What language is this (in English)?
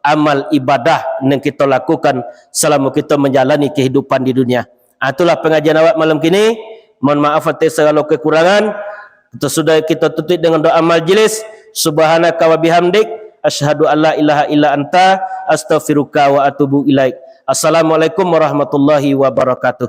Minangkabau